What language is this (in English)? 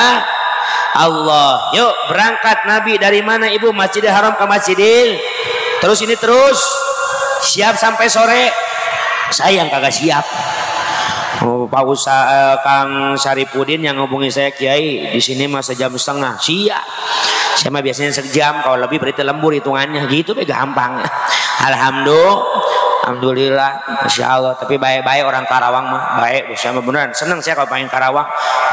Indonesian